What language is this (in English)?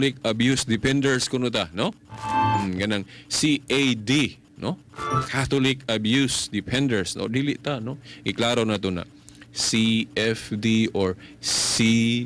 Cebuano